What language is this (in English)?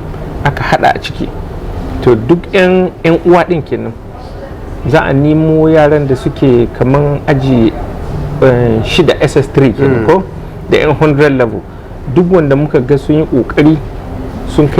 Hausa